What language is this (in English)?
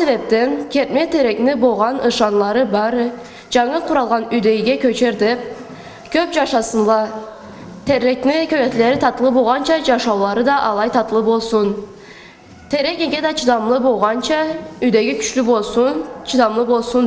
Karachay-Balkar